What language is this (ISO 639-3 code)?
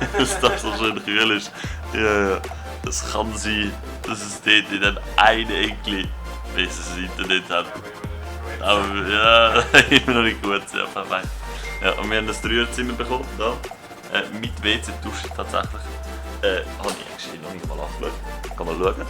gsw